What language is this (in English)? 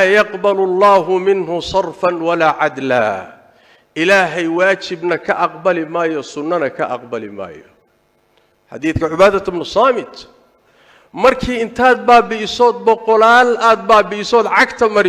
Somali